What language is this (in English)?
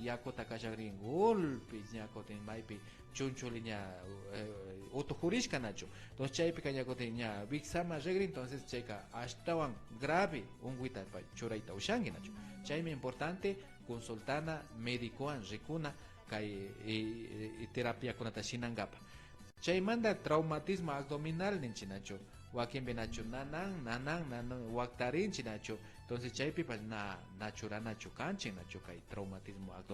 Imbabura Highland Quichua